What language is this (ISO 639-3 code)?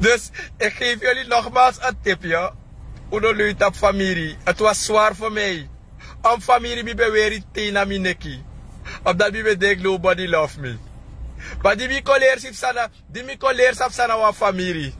srn